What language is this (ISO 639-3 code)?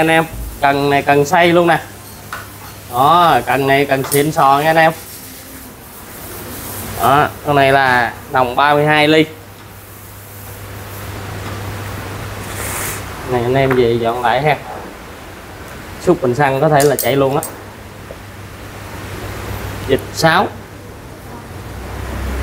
vie